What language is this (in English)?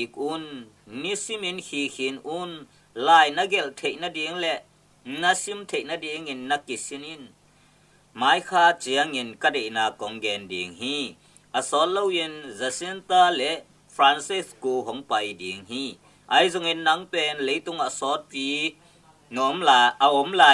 Tedim Chin